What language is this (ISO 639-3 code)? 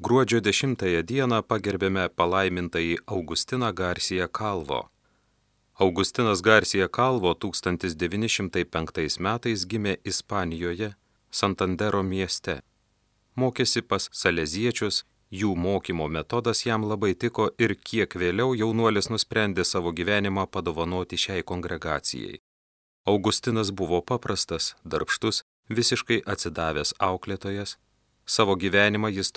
lit